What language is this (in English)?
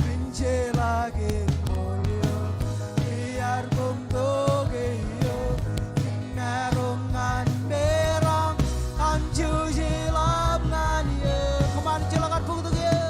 Marshallese